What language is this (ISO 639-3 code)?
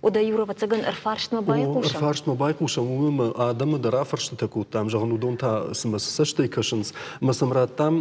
oss